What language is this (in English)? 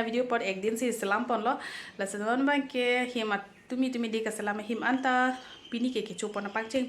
Karbi